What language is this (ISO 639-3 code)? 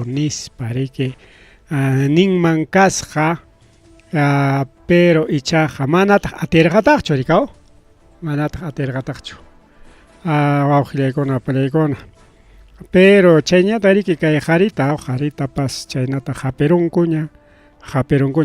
quy